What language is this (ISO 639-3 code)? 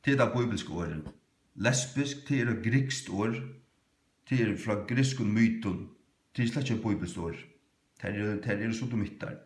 fao